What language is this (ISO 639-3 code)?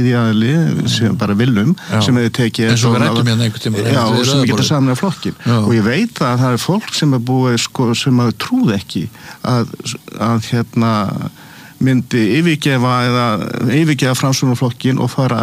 isl